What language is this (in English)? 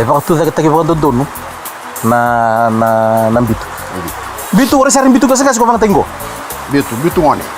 Fijian